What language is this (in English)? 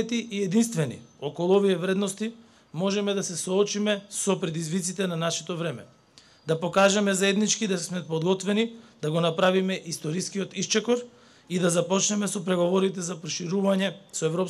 Macedonian